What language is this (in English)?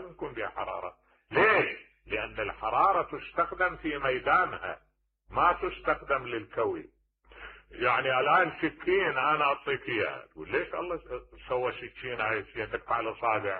Mesopotamian Arabic